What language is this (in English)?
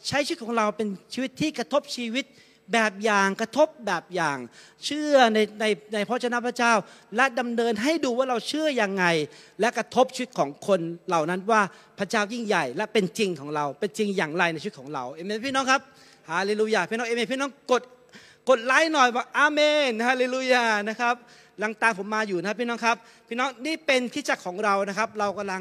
Thai